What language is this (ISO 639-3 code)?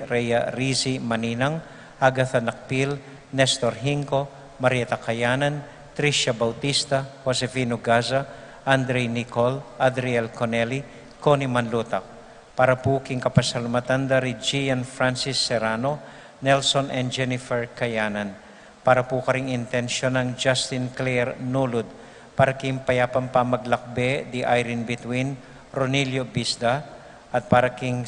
pam